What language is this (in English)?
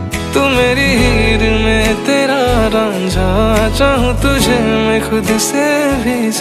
Hindi